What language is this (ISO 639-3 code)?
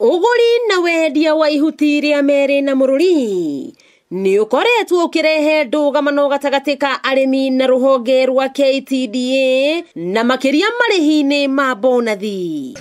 kik